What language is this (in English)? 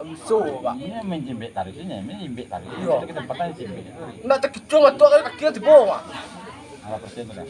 Minangkabau